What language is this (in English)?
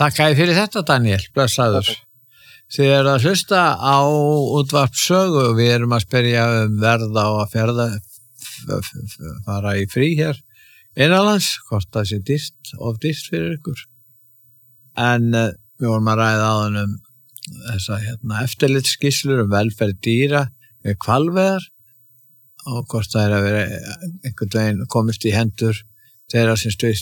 Icelandic